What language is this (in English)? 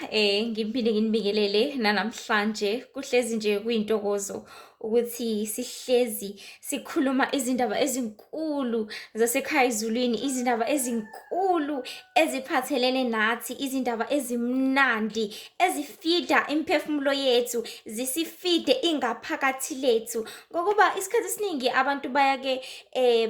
Zulu